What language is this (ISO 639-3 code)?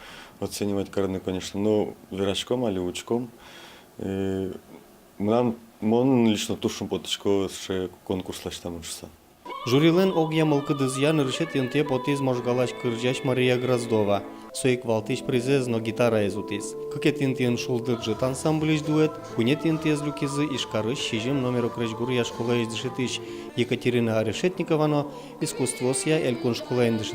udm